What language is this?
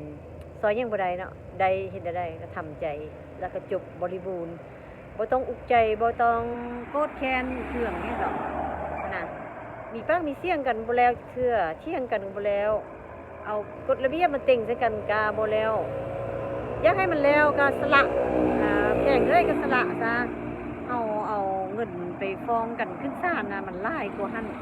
Lao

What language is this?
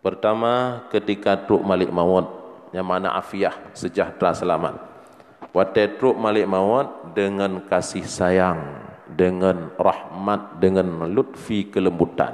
Achinese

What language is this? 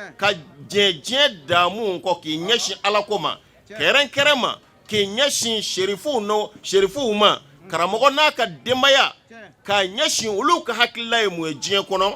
Bambara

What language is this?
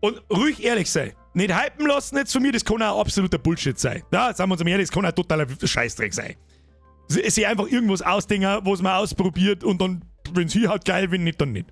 Bavarian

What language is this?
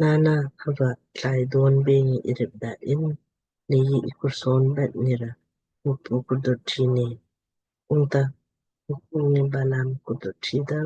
Lamkang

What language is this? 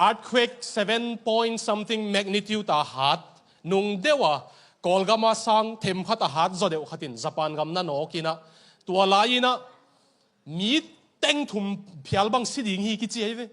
Tedim Chin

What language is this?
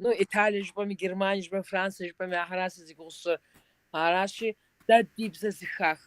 Kabardian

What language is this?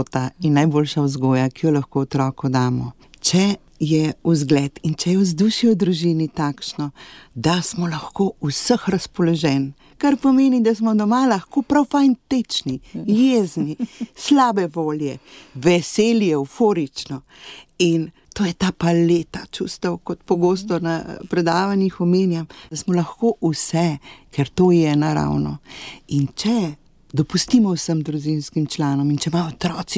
Slovenian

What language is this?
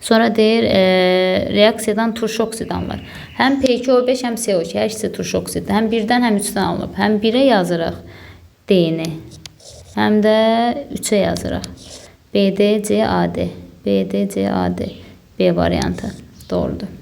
Azerbaijani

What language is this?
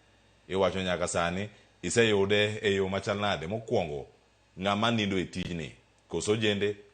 Luo (Kenya and Tanzania)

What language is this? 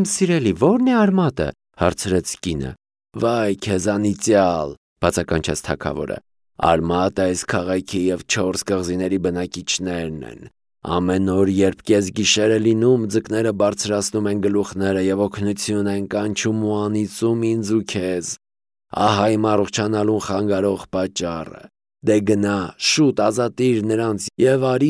Armenian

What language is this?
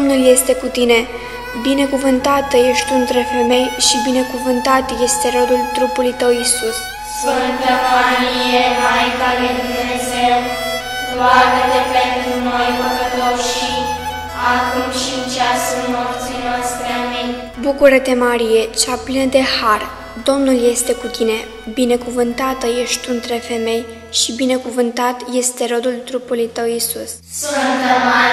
Romanian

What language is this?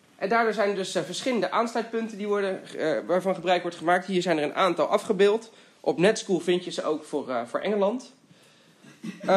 Dutch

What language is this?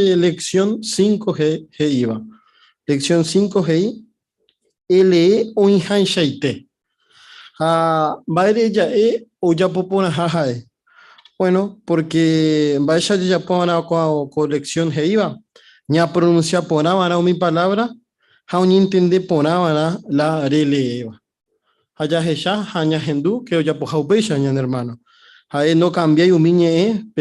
Guarani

